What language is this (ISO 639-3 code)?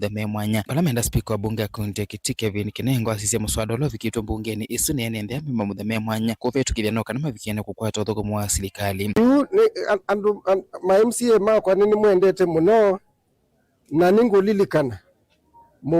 kam